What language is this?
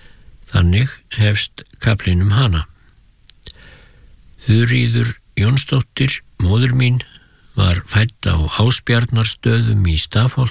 Icelandic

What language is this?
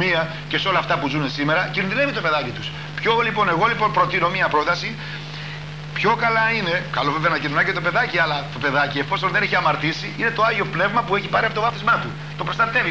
Greek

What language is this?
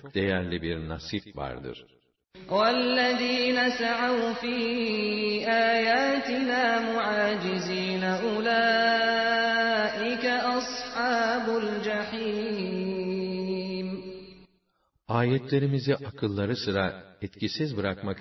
Turkish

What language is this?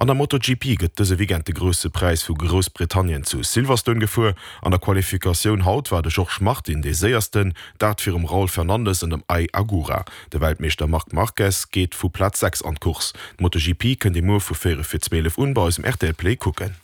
Luxembourgish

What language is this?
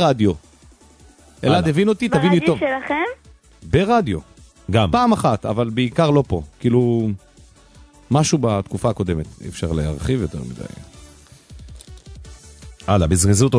Hebrew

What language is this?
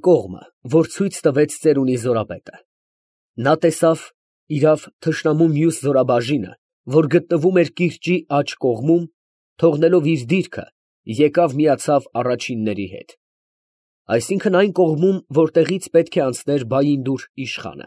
Armenian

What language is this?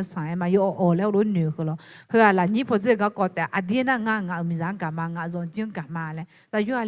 Akha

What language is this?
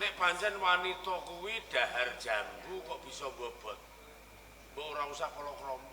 Javanese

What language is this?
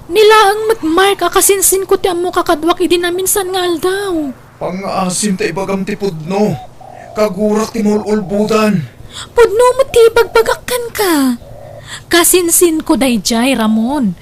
Iloko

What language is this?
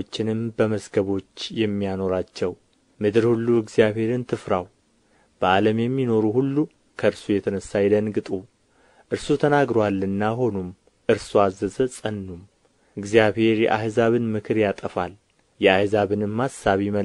Amharic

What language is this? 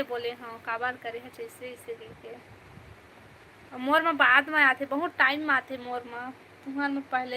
Chhattisgarhi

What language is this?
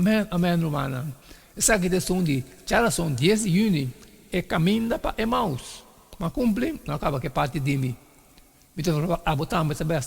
Papiamento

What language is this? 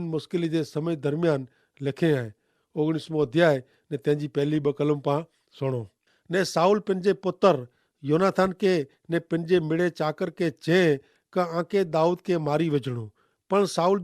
Kachhi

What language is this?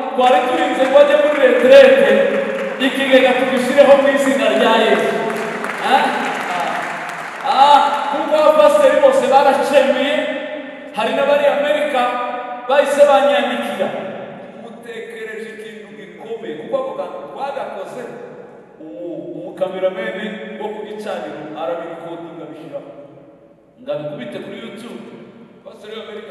Kinyarwanda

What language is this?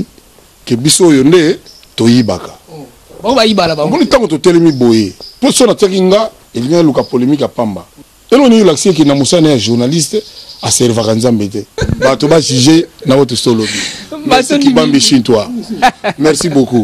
Lingala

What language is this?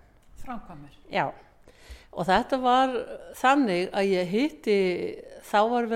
Icelandic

